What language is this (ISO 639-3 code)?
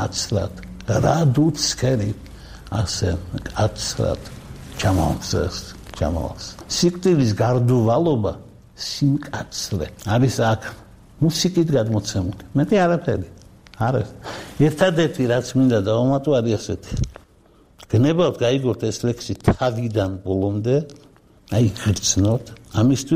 kat